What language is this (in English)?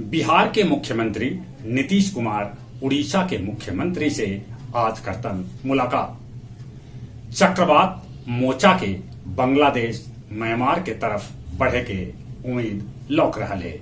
Magahi